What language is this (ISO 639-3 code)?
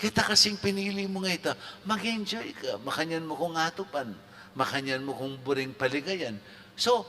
pam